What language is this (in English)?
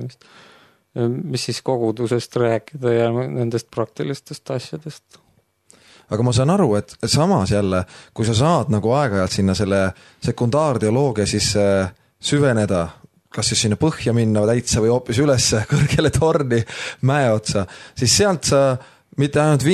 Estonian